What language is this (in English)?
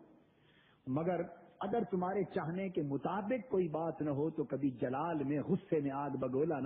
Urdu